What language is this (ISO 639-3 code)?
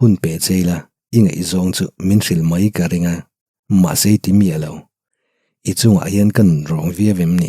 lus